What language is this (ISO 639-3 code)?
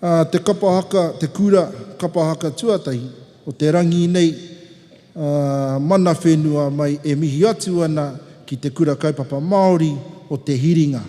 mri